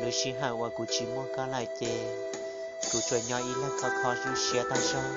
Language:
Hmong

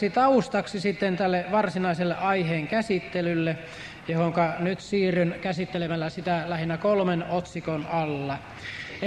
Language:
Finnish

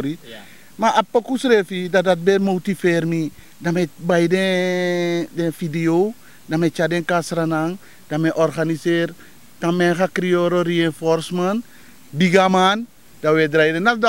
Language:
Sranan Tongo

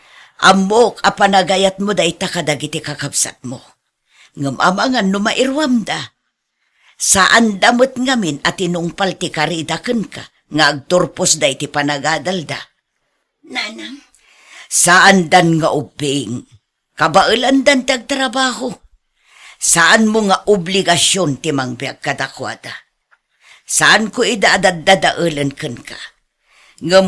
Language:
Iloko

